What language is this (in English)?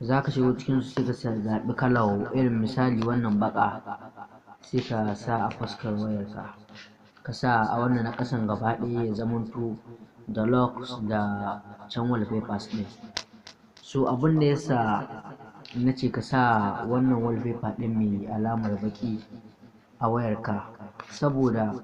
Hausa